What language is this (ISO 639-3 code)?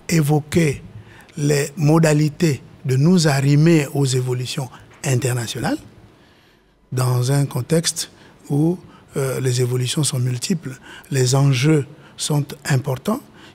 fra